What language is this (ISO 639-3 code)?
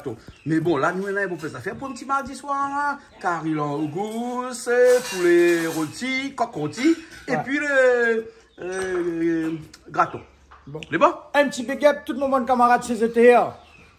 rcf